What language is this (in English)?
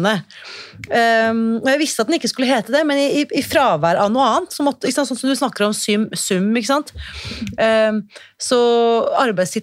Norwegian